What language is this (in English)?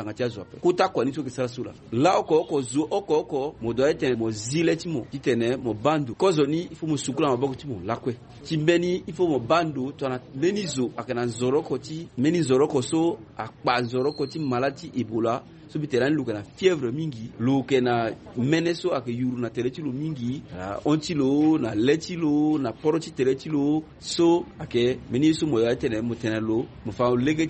Sango